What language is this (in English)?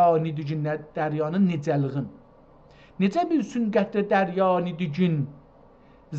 South Azerbaijani